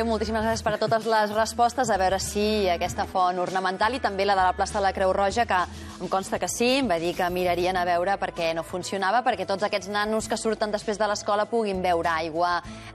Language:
Catalan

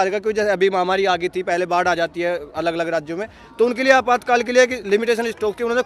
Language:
Hindi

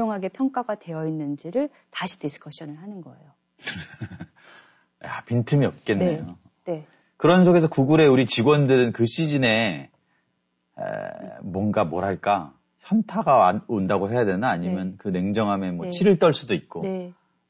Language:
Korean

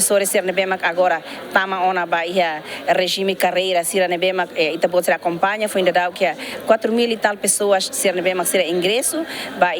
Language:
Tetum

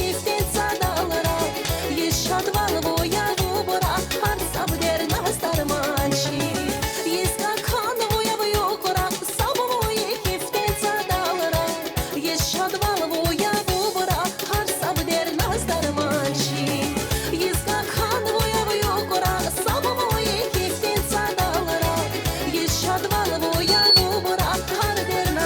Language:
Tabassaran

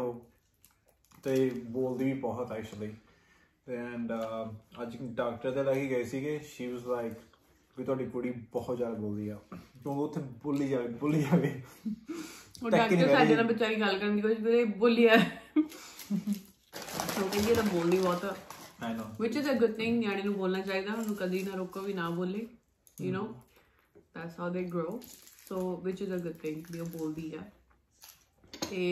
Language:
Punjabi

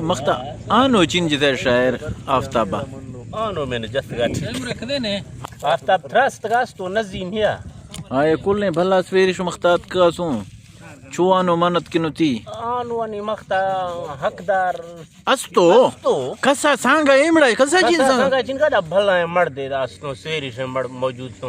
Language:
Eastern Balochi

